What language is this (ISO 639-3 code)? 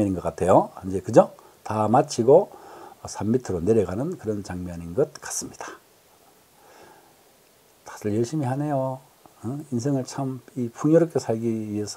kor